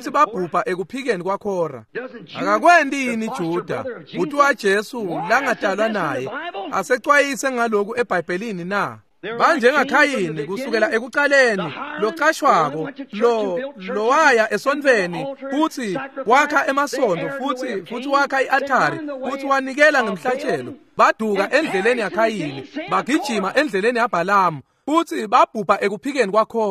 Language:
Swati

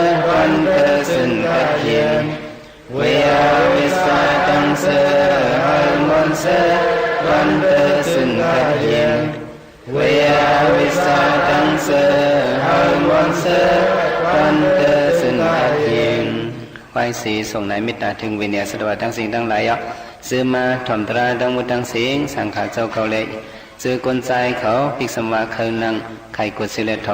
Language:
Shan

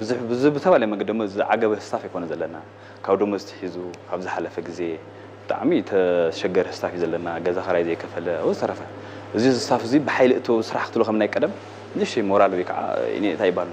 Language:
Tigrinya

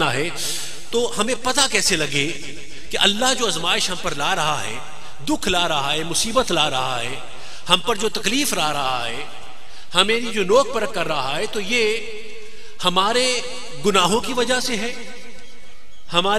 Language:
Urdu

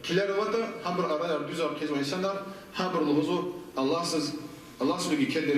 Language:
Lezghian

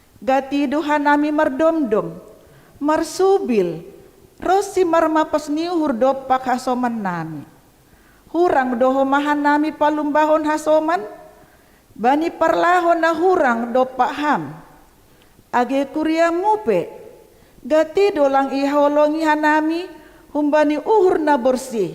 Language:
Batak Simalungun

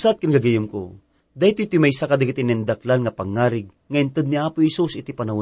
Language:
Iloko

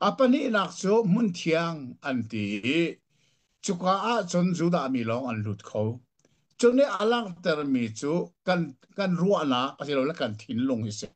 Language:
Hakha Chin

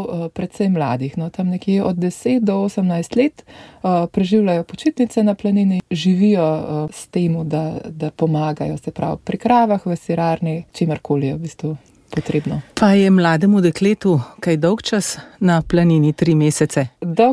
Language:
Slovenian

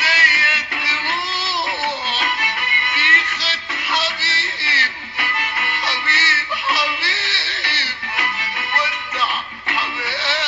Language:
Sudanese Arabic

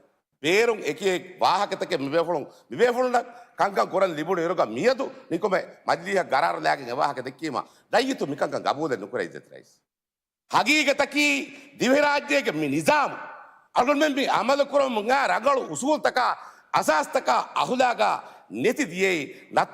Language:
Divehi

